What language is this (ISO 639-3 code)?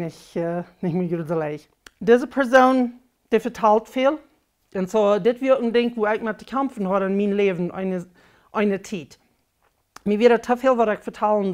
pdt